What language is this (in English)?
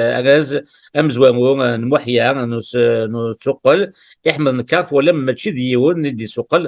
Kabyle